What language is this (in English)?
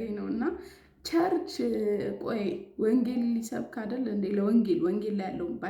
Amharic